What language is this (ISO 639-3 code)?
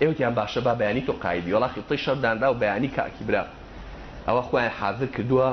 ckb